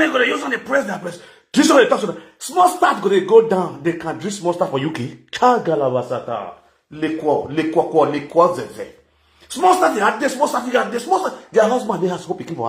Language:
Nigerian Pidgin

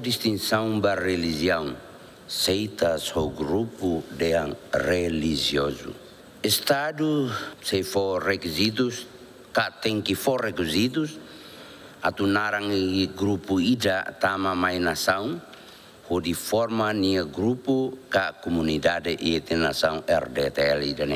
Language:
Tetum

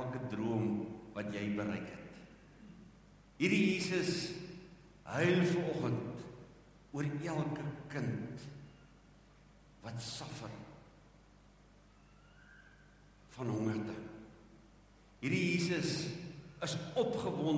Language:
Afrikaans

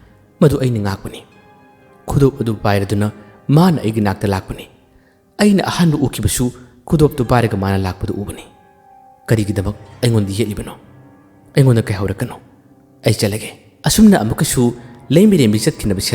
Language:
Manipuri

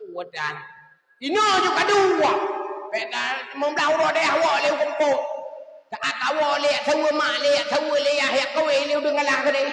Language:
Achinese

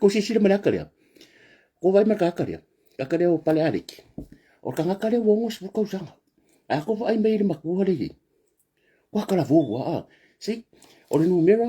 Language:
Samoan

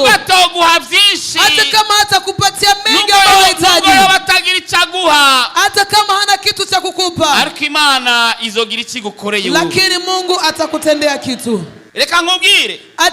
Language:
Rundi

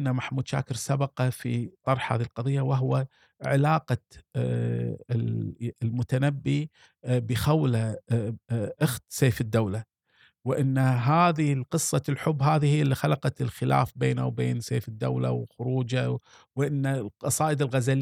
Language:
Gulf Arabic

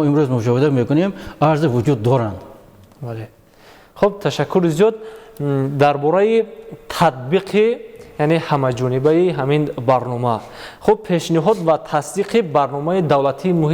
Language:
Tajik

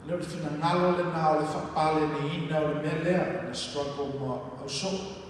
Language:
Samoan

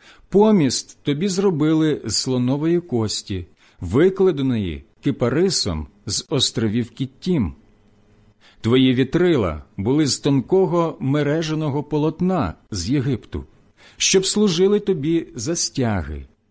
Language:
Ukrainian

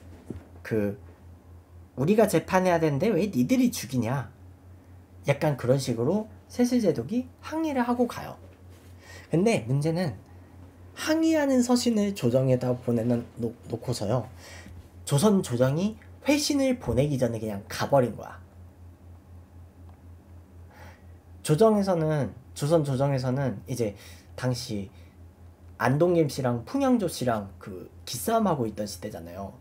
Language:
Korean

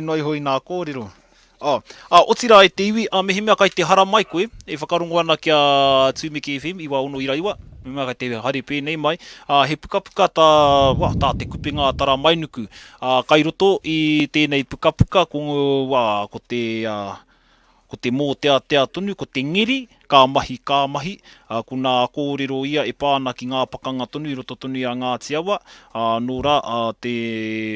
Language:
Māori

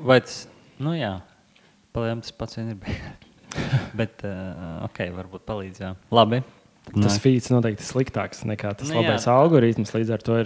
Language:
Latvian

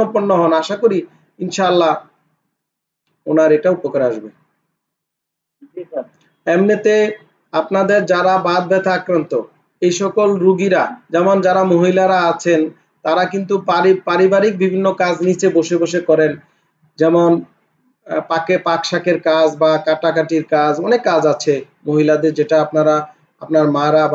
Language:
Bangla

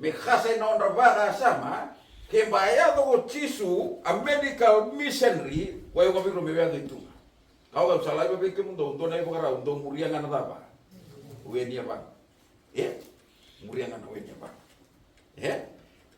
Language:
Fijian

